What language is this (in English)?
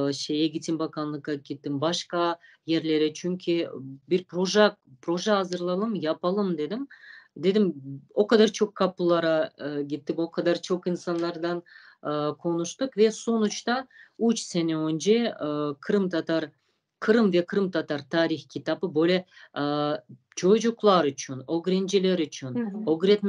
Crimean Tatar